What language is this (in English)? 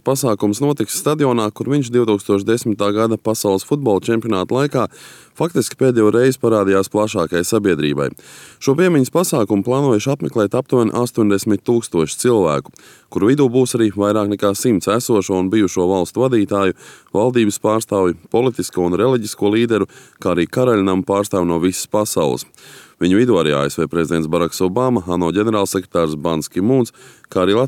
Latvian